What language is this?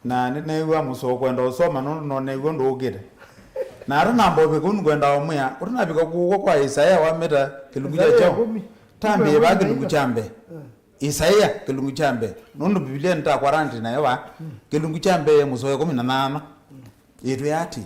Kamba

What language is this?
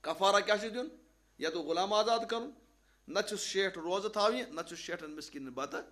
Kashmiri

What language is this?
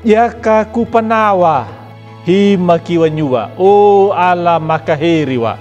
Anakalangu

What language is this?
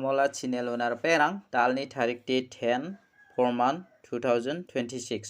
Garo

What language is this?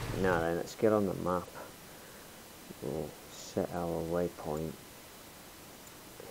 English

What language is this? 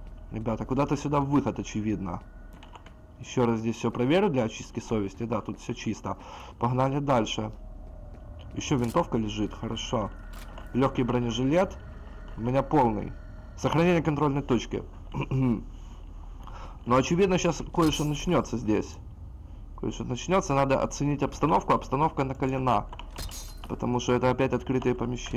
Russian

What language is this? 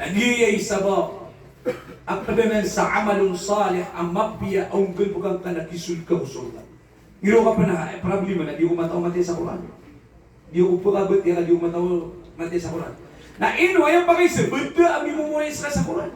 Maranao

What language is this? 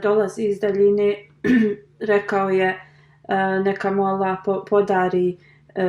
Bosnian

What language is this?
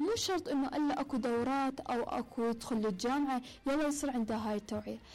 Mesopotamian Arabic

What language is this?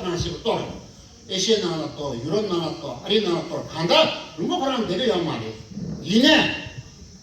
Tibetan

